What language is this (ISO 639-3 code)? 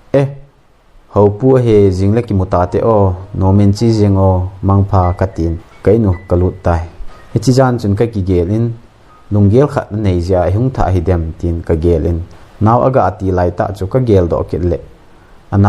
tcz